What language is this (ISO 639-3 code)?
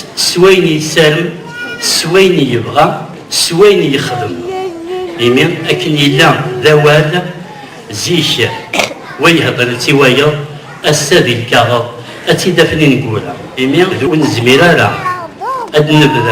kab